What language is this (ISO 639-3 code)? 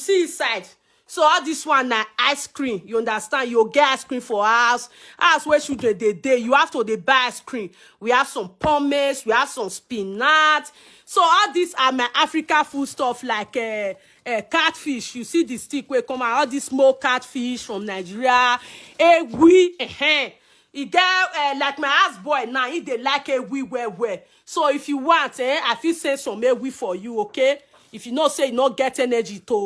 pcm